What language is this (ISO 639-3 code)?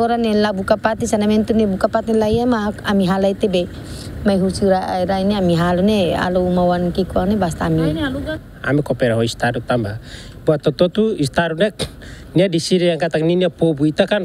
tet